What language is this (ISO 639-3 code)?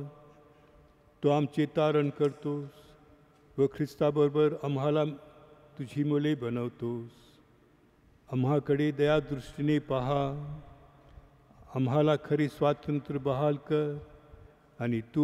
mar